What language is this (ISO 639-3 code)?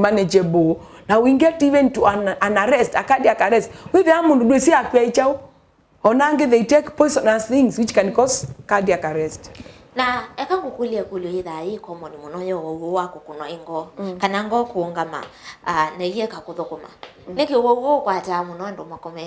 kam